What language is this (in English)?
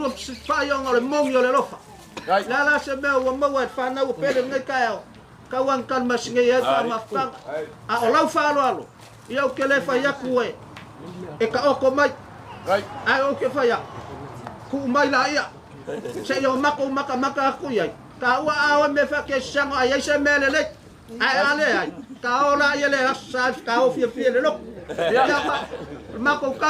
Samoan